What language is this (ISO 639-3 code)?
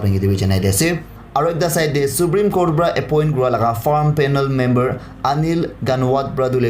nag